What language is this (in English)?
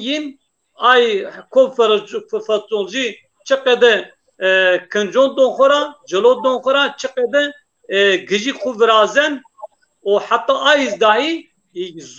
Zaza